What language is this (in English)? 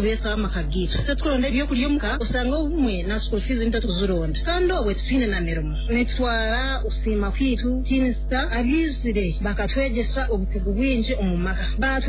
Nyankole